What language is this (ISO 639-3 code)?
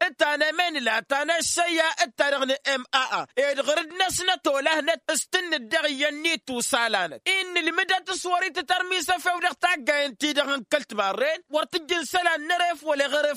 taq